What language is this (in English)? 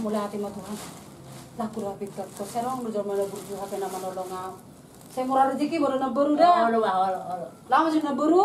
Batak Toba